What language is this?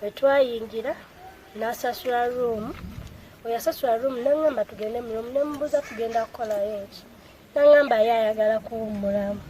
Ganda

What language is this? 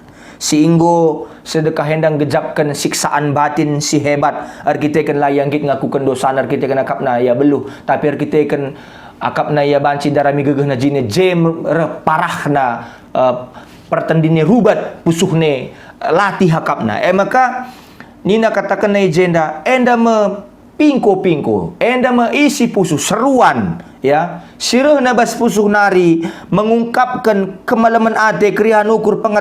Batak Karo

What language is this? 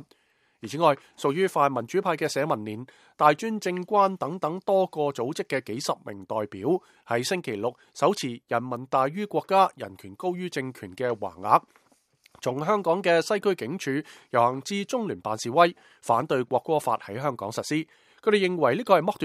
Cantonese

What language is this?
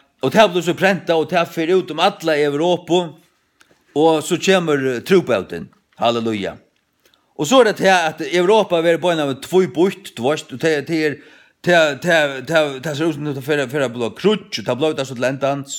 Faroese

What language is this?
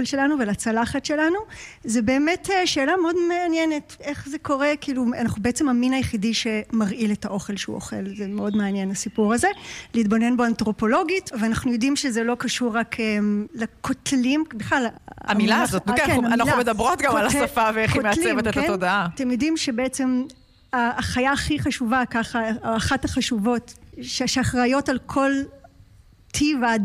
Hebrew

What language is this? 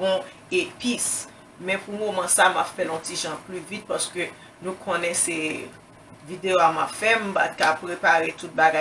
Haitian Creole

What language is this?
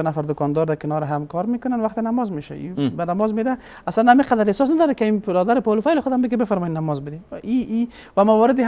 Persian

